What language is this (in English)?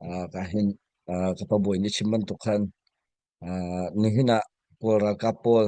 Hakha Chin